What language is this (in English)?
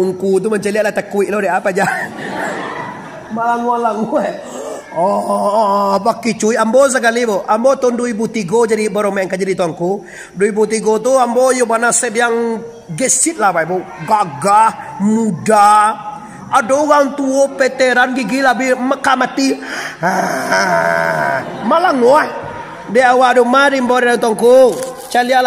Minangkabau